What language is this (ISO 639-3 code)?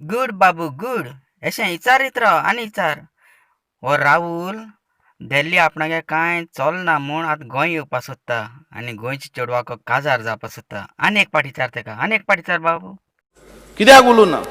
kok